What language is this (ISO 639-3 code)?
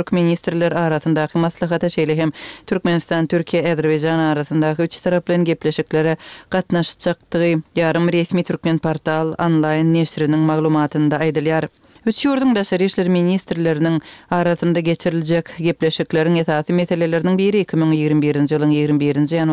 kir